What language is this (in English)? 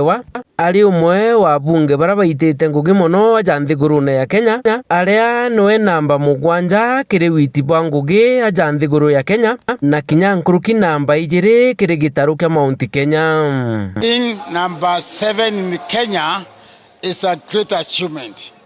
Meru